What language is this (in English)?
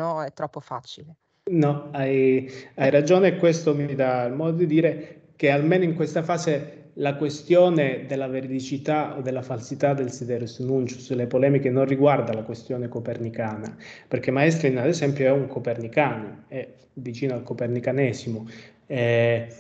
Italian